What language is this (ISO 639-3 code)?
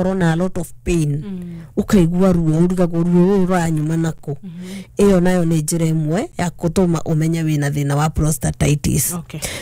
kik